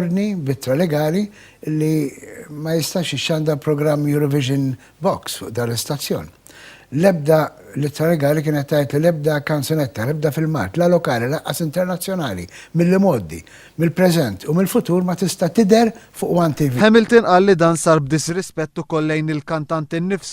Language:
Maltese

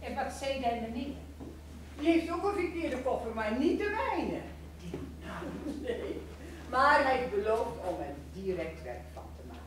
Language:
Gronings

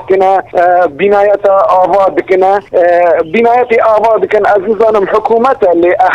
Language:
Kurdish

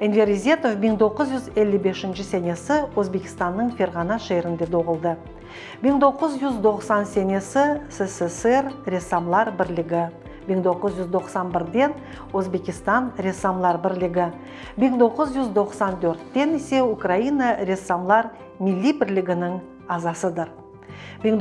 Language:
Crimean Tatar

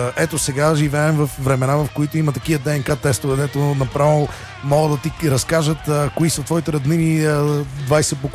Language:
Bulgarian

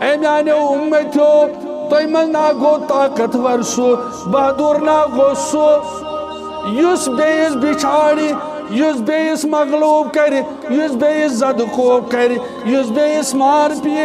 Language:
Kashmiri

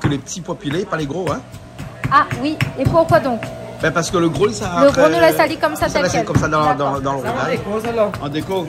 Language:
Réunion Creole French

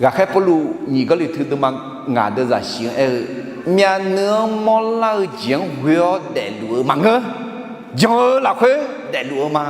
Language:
Akha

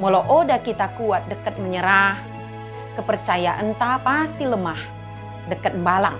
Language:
Batak Dairi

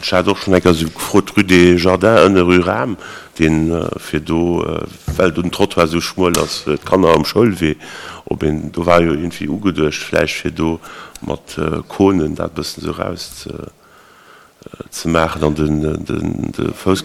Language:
Luxembourgish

